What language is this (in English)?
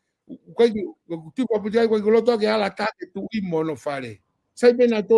Tongan